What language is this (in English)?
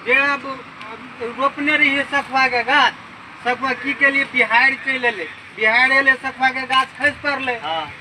Maithili